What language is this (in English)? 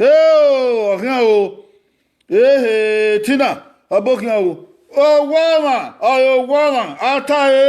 Bini